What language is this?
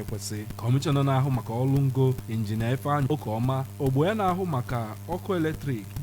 Igbo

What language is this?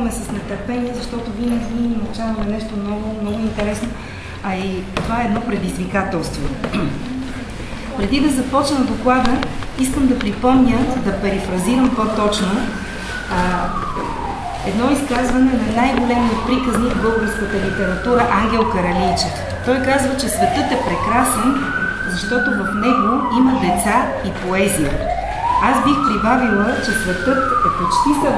Bulgarian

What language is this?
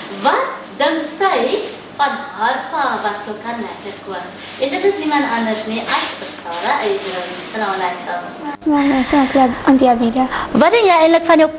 Afrikaans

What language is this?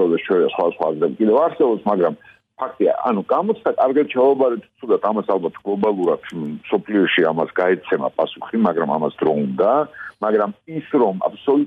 Georgian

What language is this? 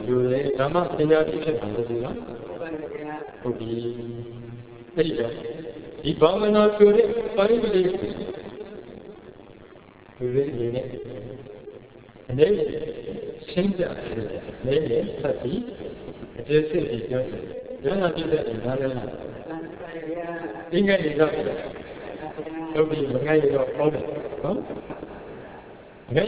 Burmese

